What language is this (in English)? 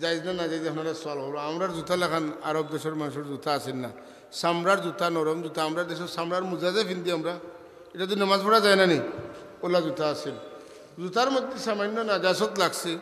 Sylheti